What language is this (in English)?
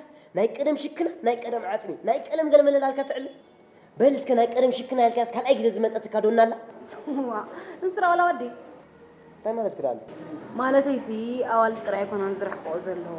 Tigrinya